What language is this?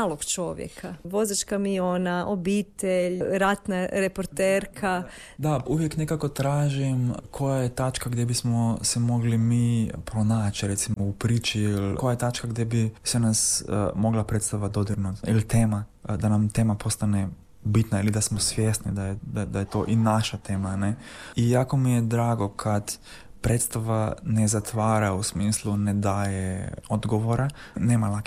Croatian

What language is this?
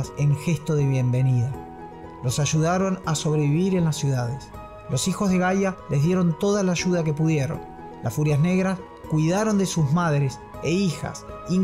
Spanish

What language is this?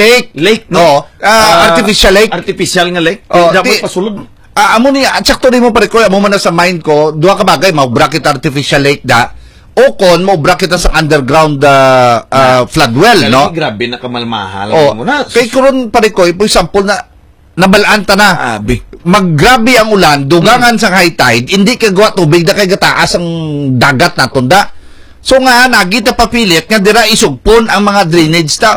Hiligaynon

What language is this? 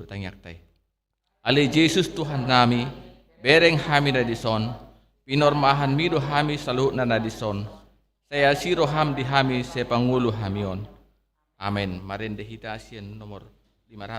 Batak Toba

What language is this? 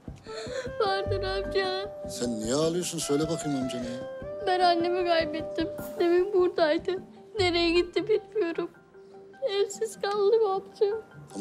Turkish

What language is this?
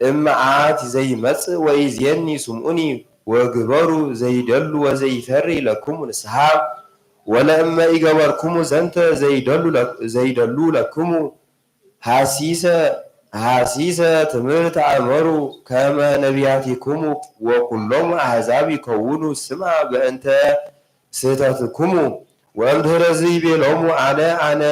Geez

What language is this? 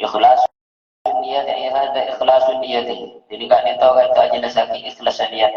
Madurese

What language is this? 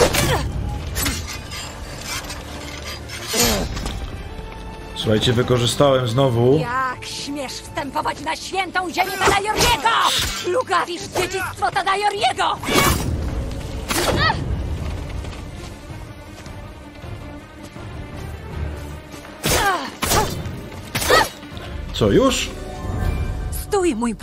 Polish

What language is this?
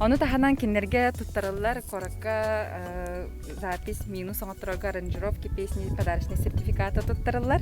Yakut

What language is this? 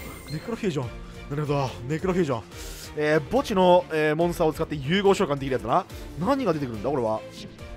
Japanese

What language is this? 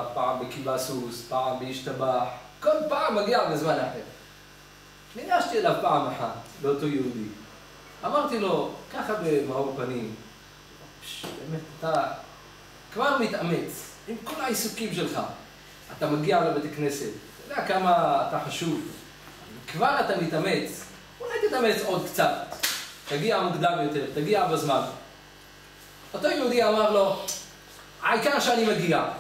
Hebrew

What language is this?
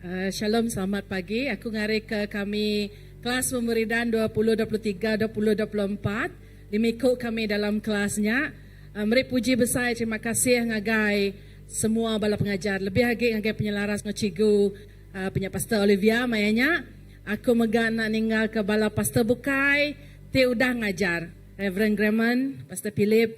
Iban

